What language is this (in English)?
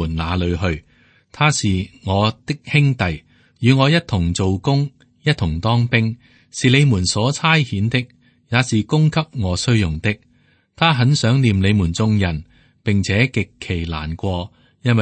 Cantonese